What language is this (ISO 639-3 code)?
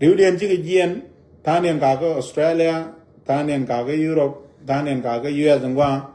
nus